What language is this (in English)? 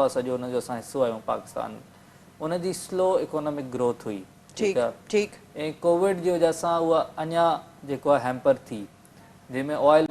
Sindhi